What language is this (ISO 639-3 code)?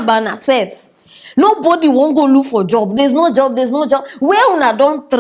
pcm